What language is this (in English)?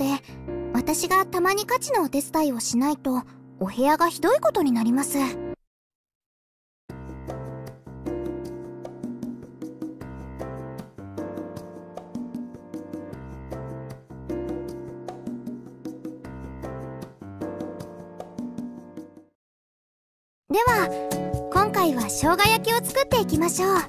Japanese